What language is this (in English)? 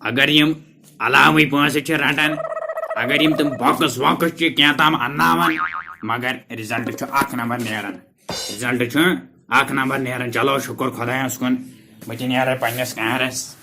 Kashmiri